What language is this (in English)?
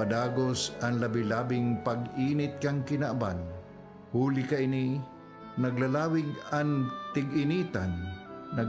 Bikol